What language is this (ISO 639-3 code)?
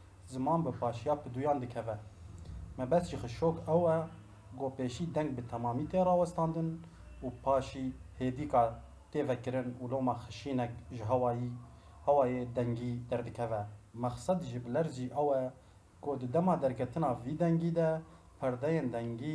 kur